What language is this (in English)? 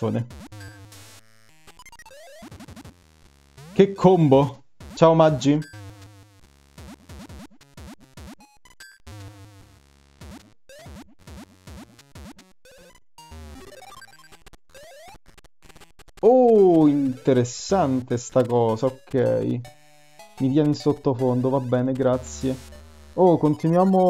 Italian